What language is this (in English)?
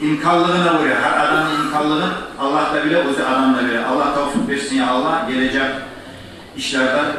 Kumyk